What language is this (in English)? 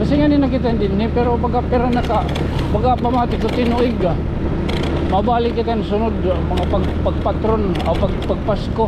Waray